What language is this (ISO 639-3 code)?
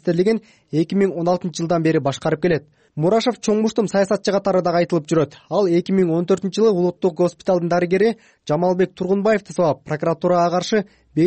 kir